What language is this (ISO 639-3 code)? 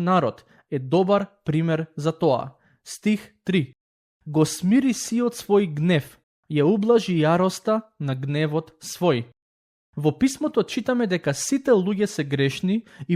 mkd